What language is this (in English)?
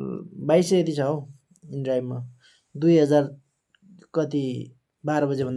Nepali